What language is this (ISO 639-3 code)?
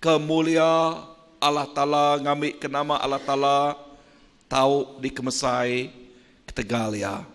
iba